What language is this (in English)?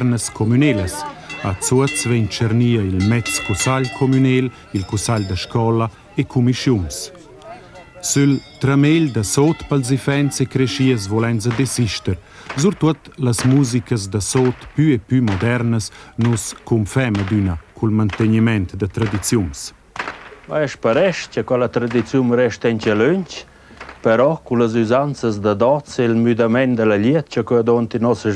Romansh